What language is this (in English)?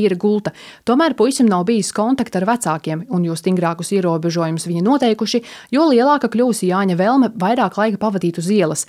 Latvian